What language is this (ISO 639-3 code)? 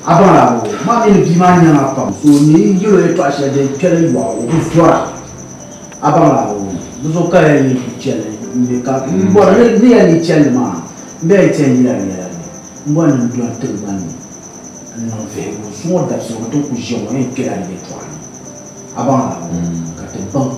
dag